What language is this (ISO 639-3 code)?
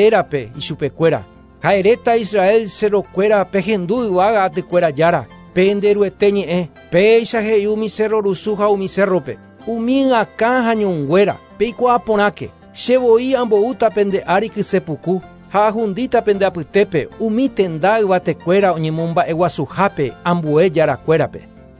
grn